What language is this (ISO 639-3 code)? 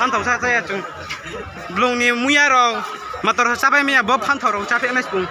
ria